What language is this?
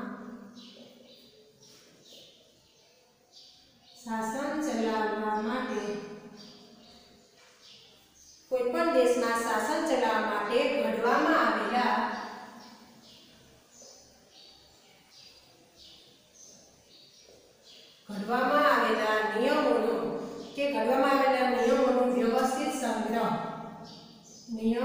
Gujarati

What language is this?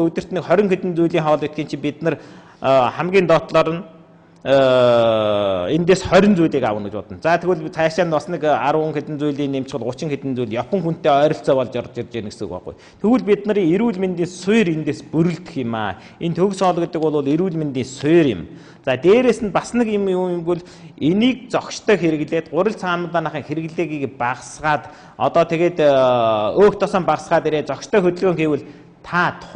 Mongolian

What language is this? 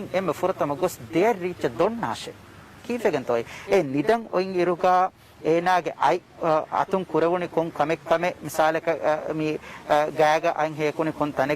Divehi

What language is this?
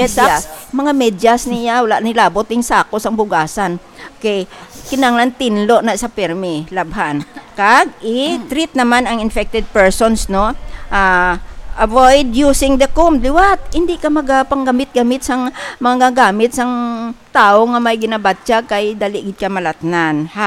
Hiligaynon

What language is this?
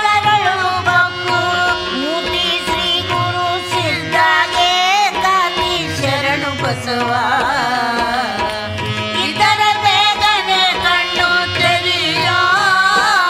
Kannada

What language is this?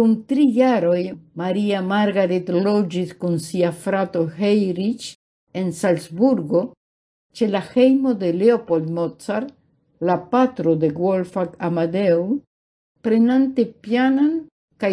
Esperanto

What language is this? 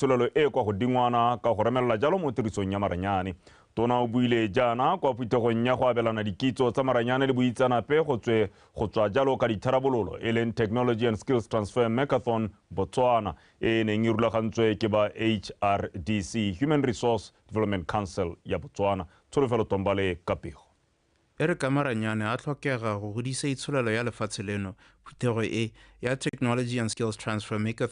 Tswana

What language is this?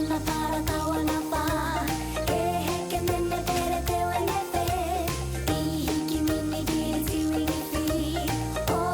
Māori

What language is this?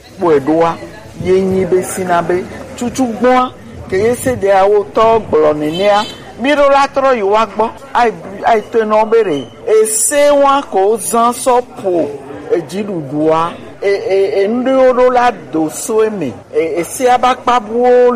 Gen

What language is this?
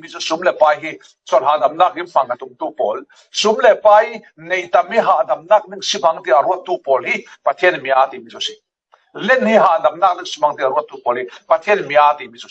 Falam Chin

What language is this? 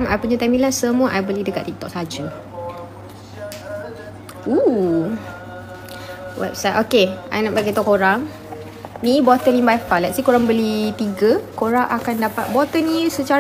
Malay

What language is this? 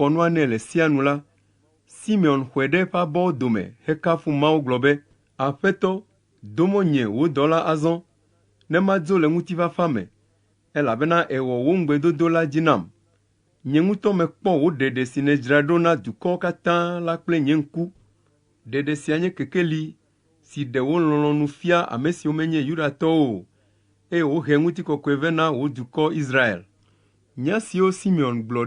Ewe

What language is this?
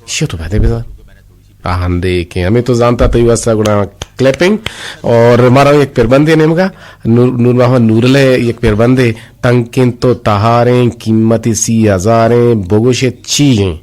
Eastern Balochi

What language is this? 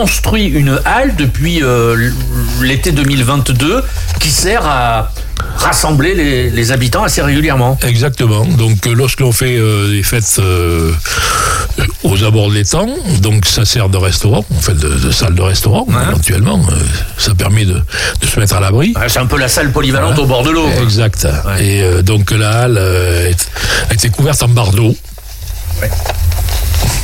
French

